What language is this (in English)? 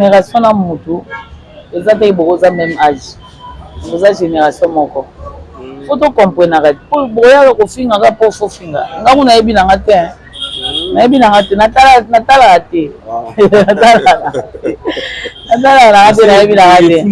Lingala